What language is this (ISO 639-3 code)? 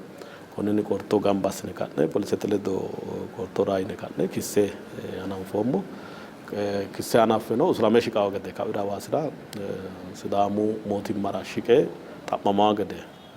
sid